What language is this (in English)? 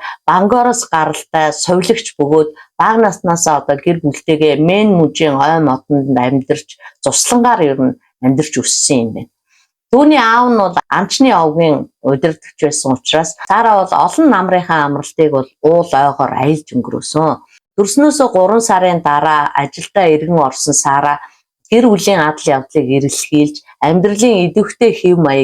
Mongolian